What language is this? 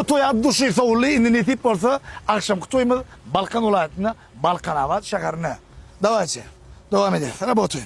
Turkmen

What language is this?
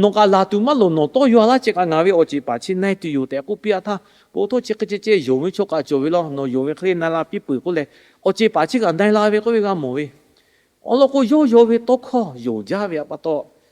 Lahu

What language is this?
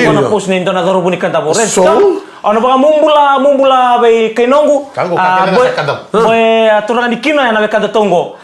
Fijian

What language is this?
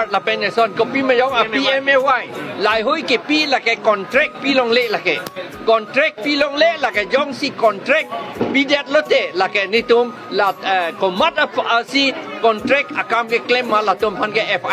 Karbi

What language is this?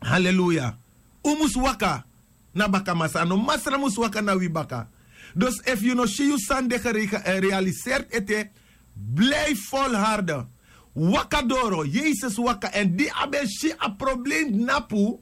Sranan Tongo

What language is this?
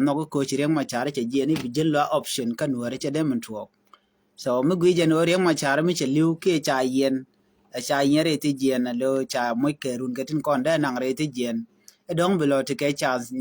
Nuer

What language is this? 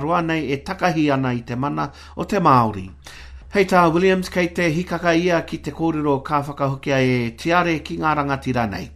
Māori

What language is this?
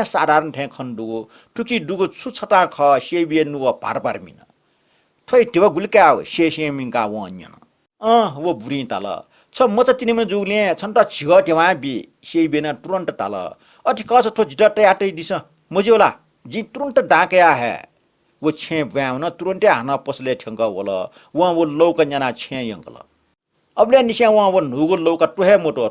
Newari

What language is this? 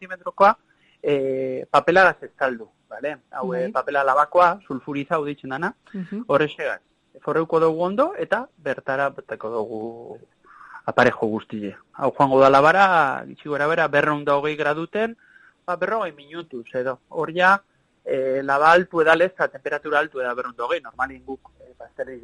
Basque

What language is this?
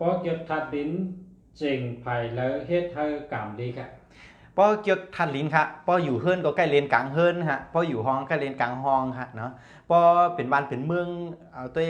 Shan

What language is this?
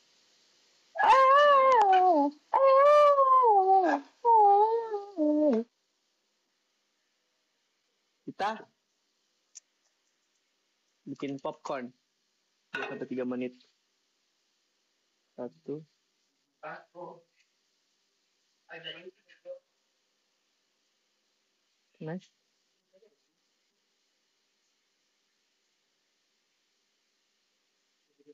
Indonesian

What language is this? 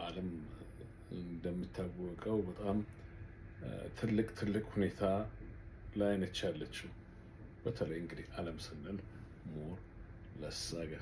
Amharic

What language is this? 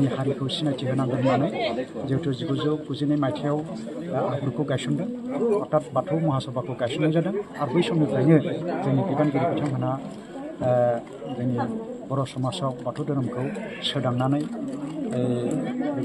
Bodo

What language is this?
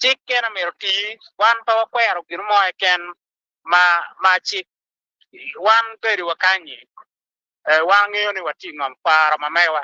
Acoli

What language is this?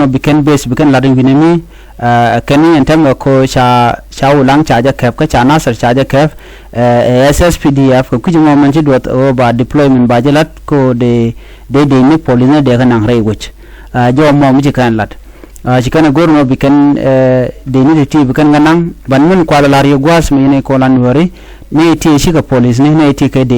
Nuer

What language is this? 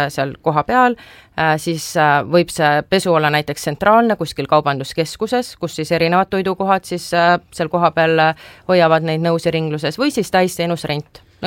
Estonian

